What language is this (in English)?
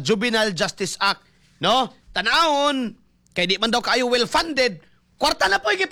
Cebuano